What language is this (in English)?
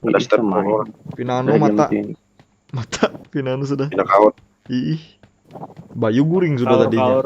Banjar